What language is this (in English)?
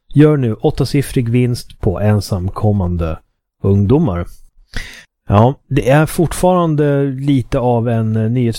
Swedish